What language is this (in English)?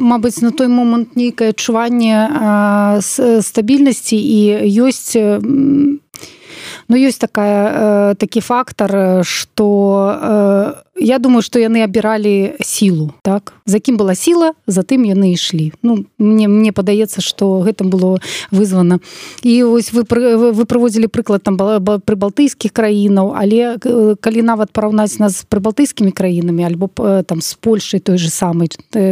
Belarusian